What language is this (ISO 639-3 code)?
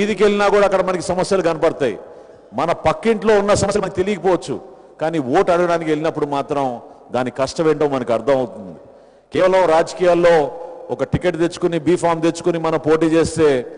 tel